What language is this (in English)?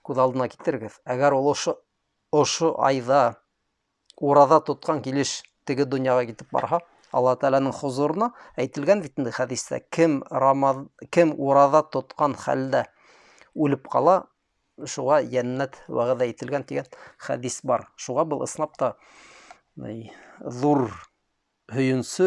Bashkir